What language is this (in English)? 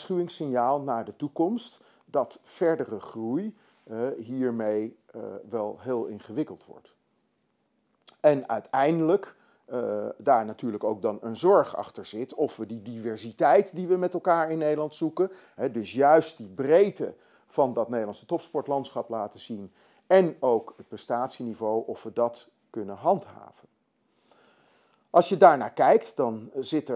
Dutch